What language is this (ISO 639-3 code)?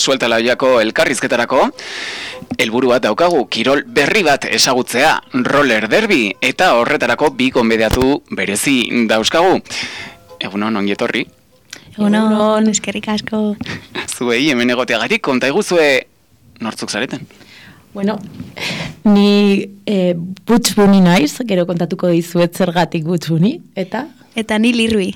eus